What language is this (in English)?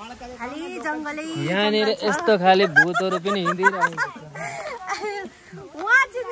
Nepali